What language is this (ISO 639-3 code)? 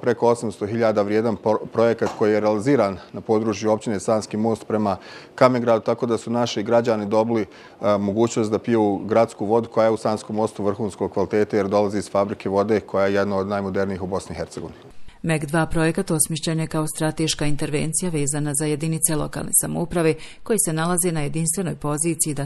bos